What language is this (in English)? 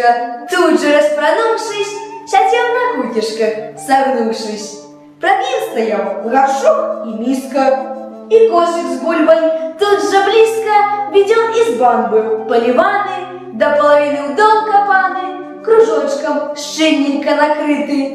Belarusian